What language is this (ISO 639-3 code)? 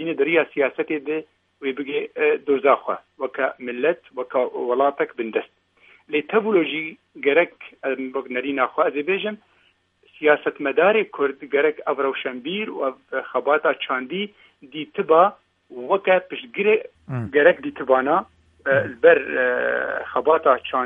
kur